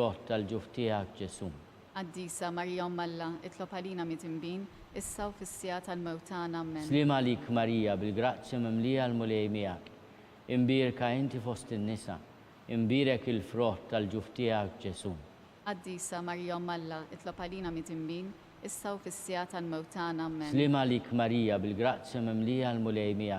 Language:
Maltese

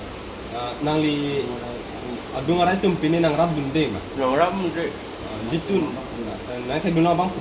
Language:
Karbi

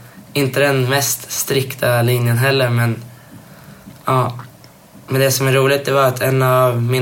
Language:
Swedish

